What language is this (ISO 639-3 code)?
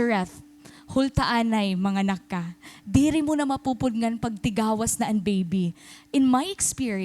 war